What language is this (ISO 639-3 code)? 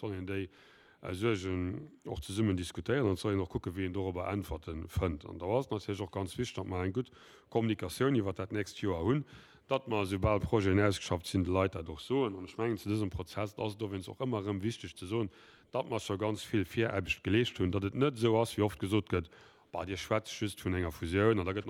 ltz